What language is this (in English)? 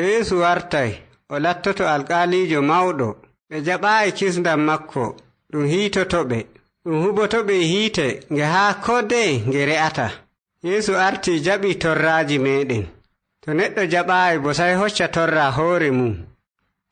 Fula